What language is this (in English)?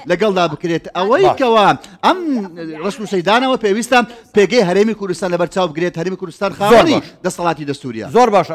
Central Kurdish